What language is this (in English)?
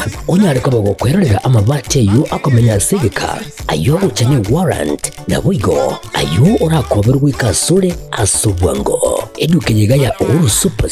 Gusii